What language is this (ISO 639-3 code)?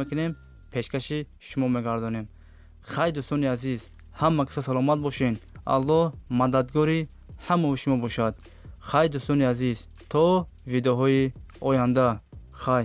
tgk